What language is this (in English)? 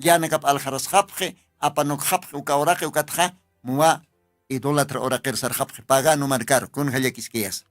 Aymara